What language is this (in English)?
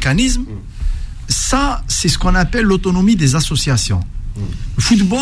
French